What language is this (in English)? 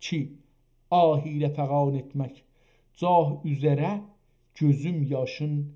South Azerbaijani